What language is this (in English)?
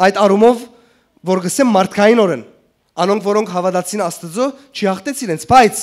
Western Armenian